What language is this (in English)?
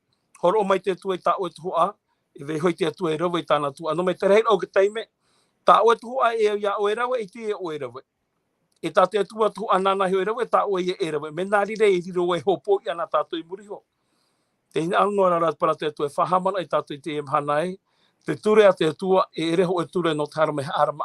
Tahitian